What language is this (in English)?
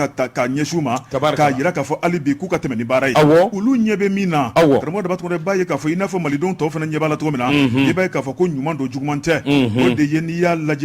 Bambara